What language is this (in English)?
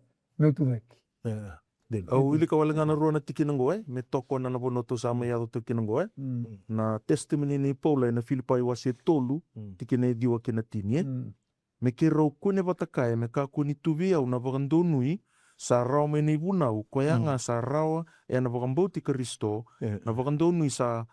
Fijian